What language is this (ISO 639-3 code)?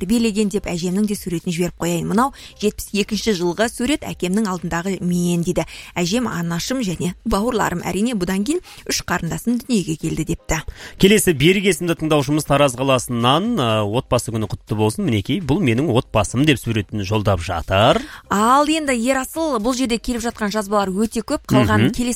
kaz